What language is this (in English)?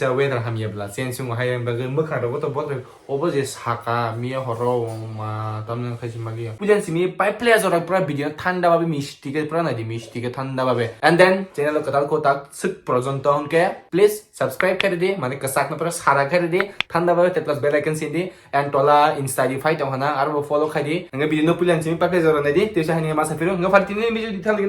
Kok Borok